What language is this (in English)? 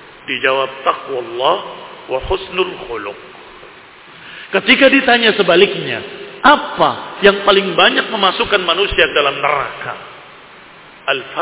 Indonesian